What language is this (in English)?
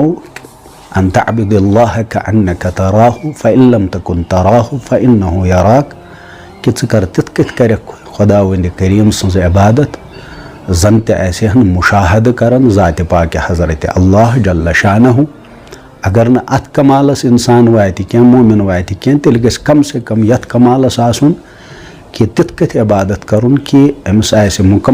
Kashmiri